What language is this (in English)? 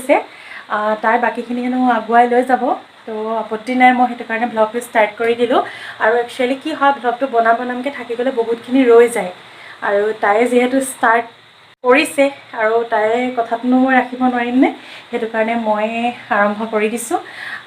Assamese